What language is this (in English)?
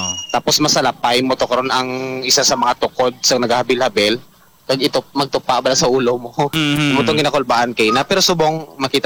Hiligaynon